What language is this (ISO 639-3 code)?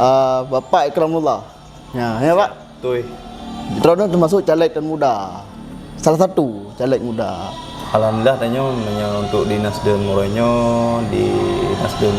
ace